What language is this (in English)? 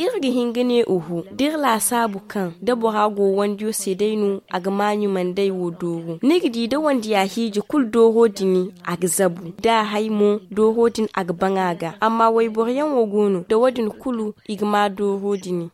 Zarma